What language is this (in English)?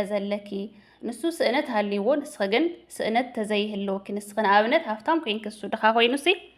Tigrinya